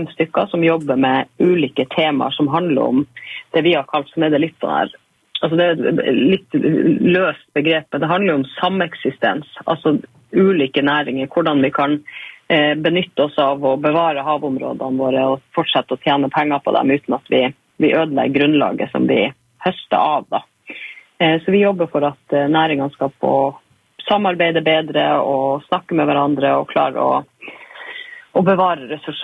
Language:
Norwegian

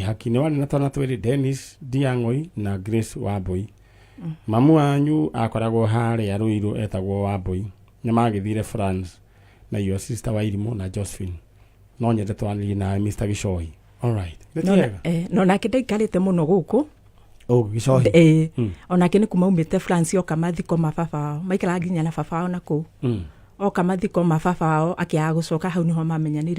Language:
Kikuyu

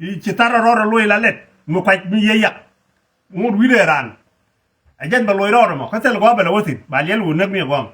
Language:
Nuer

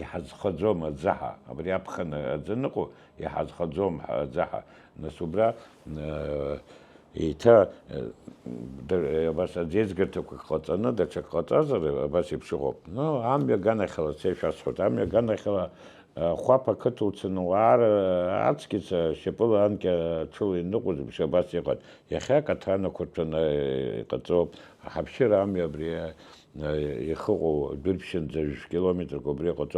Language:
Abkhazian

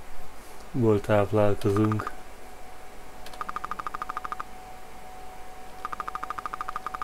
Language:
Hungarian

